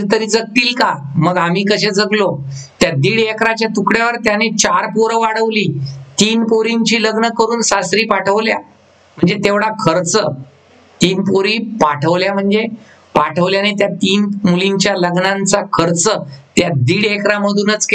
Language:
Marathi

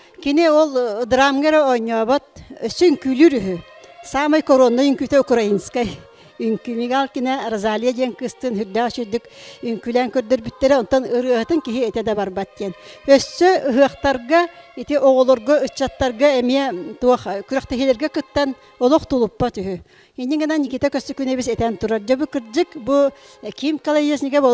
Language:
Yakut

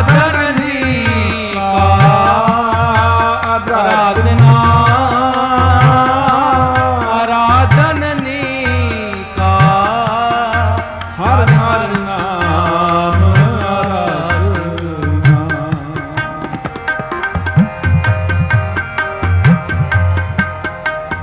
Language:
Punjabi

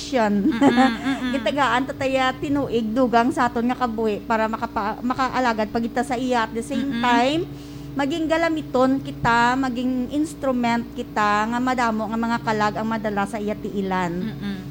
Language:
Hiligaynon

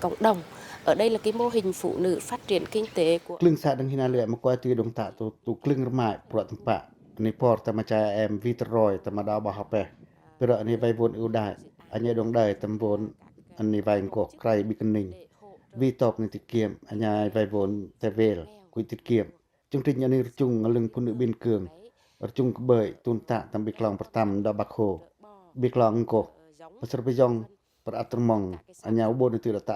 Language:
Pacoh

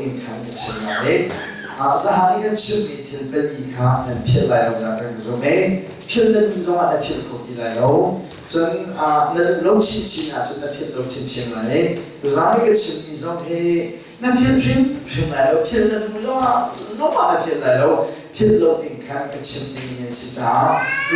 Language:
Hakha Chin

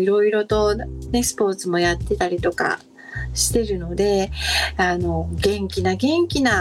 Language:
Japanese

